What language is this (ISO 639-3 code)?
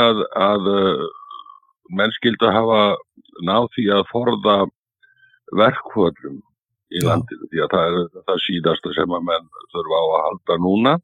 isl